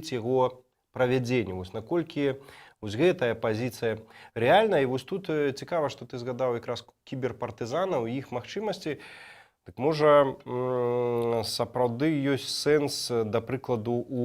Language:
Belarusian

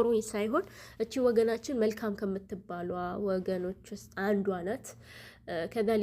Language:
Amharic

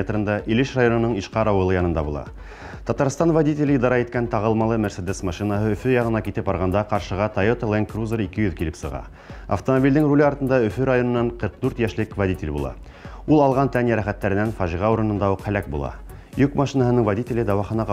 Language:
Bashkir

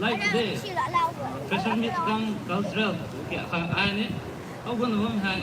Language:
Rongmei Naga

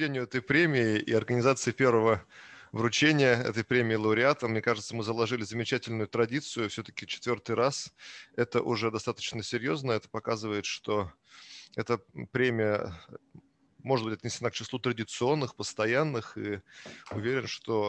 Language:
Russian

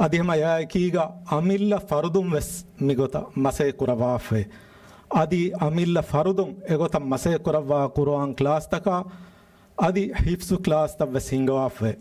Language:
Divehi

